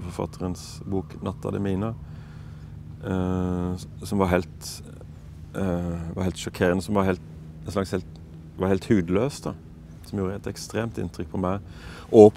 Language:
Norwegian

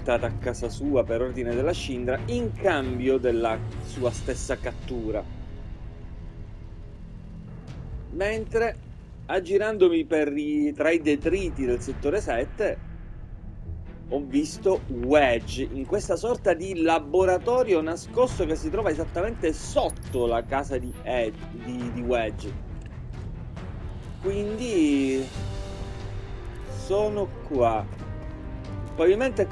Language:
Italian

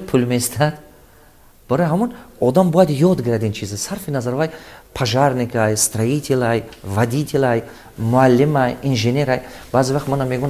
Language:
Tajik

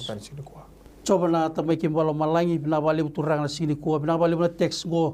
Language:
Fijian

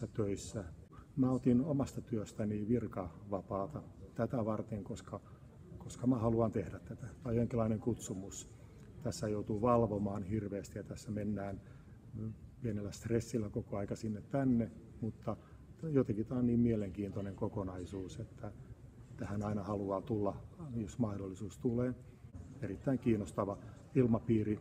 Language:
Finnish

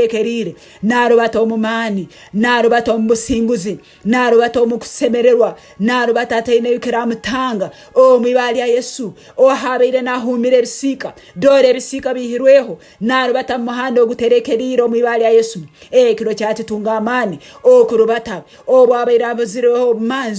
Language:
Nyankole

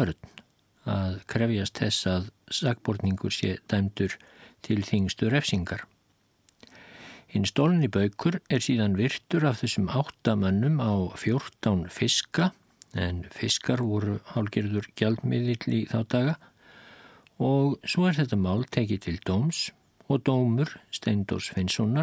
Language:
Icelandic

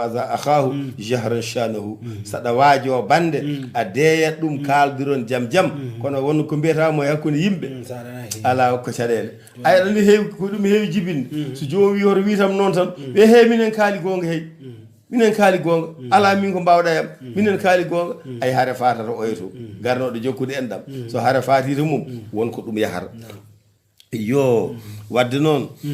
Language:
Fula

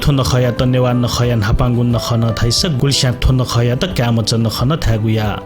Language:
Newari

